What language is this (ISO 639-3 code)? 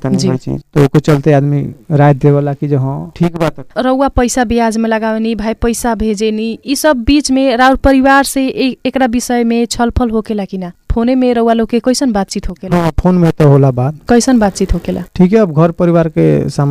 bho